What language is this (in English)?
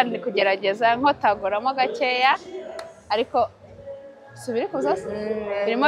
Kinyarwanda